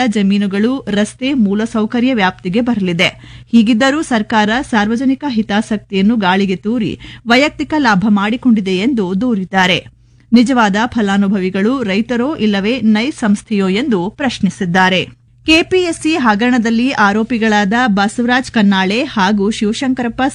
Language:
Kannada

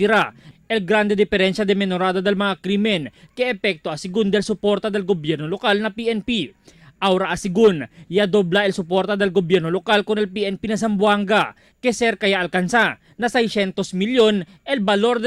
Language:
Chavacano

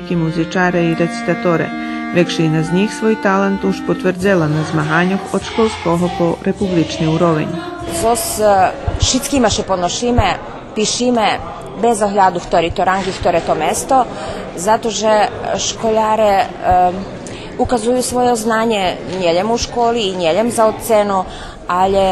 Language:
Rusyn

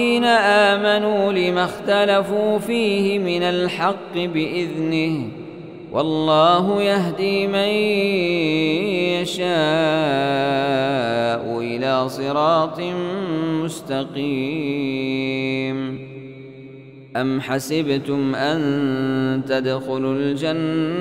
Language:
Arabic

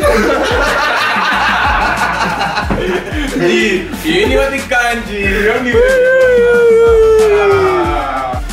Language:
Dutch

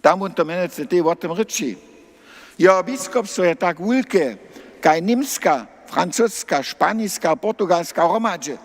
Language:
Upper Sorbian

